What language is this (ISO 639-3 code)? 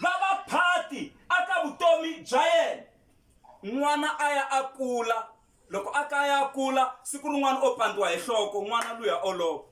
tso